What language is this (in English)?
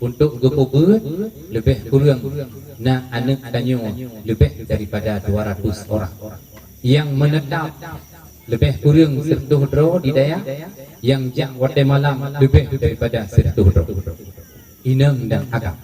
Achinese